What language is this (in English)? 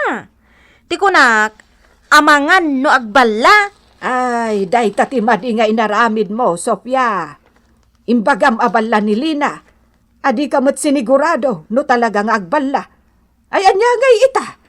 Iloko